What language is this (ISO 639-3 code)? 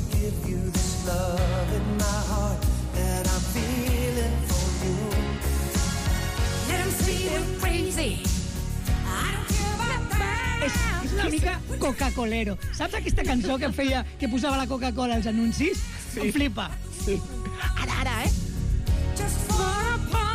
cat